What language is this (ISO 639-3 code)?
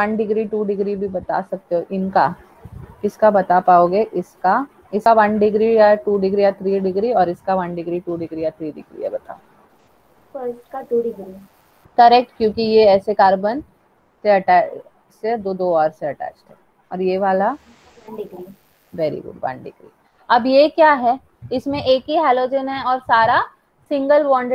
hin